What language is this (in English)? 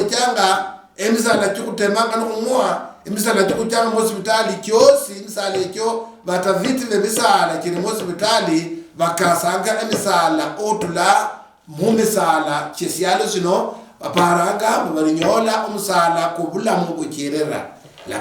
Luyia